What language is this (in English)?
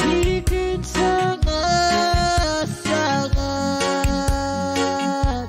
Pohnpeian